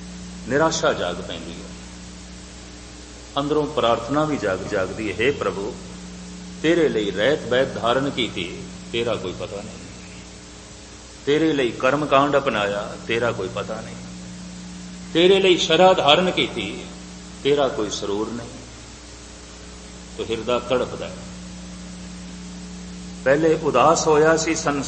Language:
Punjabi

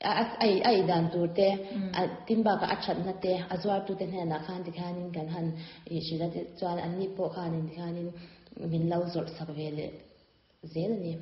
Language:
Mizo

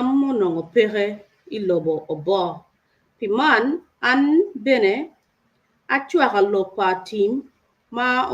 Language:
Acoli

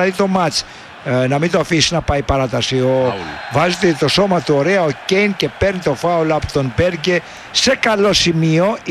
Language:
Greek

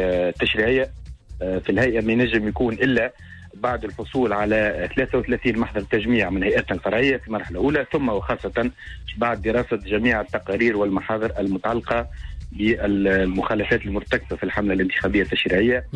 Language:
Tunisian Arabic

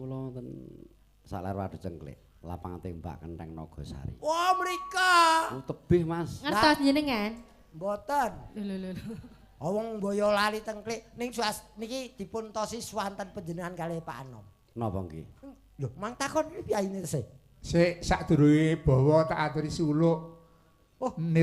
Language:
Javanese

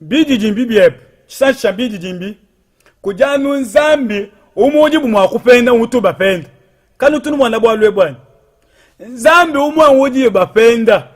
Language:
Luba-Lulua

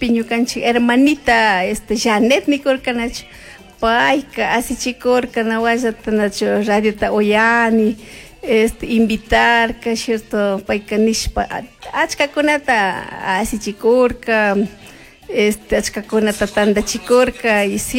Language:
Chimborazo Highland Quichua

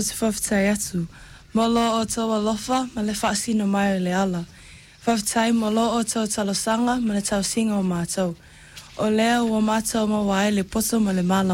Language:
Samoan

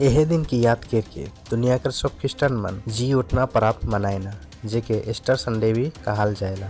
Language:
Sadri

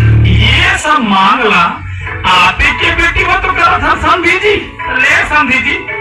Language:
Chhattisgarhi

